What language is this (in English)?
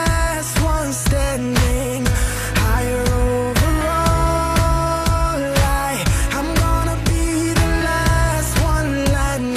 English